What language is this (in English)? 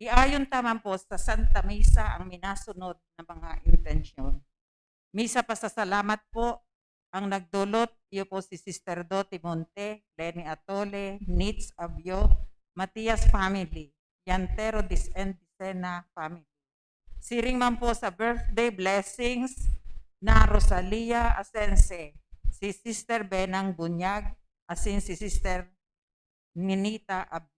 Bikol